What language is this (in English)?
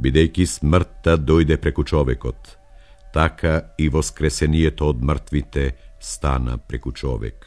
Macedonian